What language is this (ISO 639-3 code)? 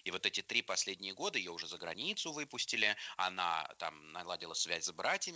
rus